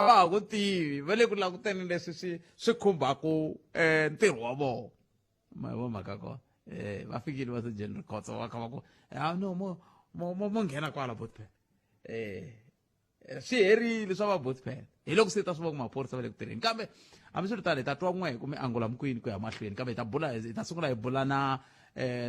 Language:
Tsonga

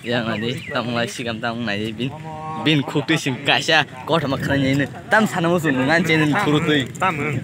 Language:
Kok Borok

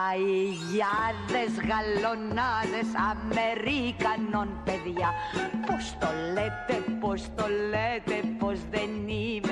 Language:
Greek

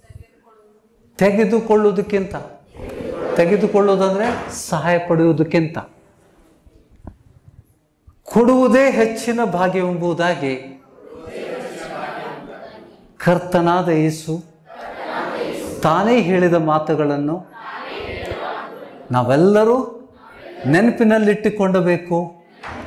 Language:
Kannada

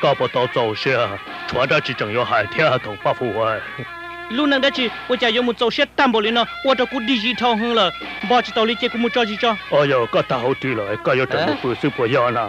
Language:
Hmong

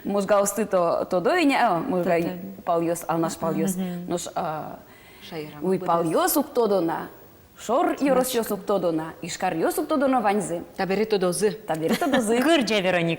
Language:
Udmurt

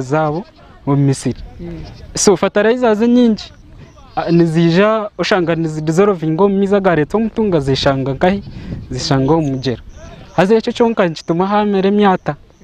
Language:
Nyankole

